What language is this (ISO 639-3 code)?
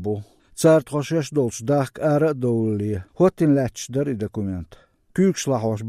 che